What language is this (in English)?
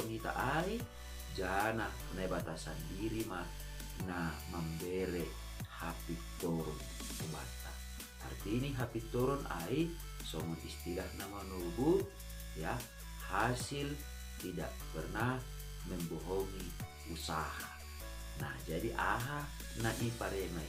Batak Simalungun